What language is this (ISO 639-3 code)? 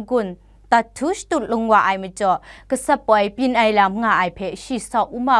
kac